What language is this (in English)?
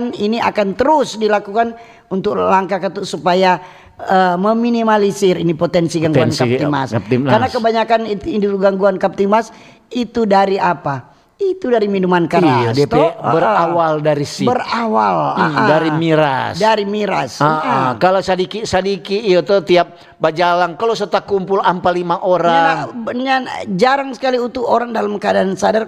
Manado Malay